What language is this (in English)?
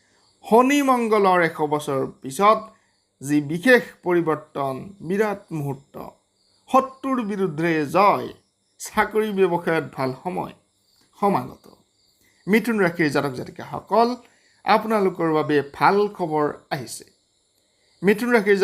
Assamese